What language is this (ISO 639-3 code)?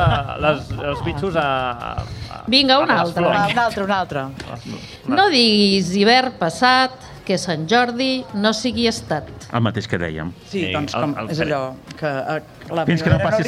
cat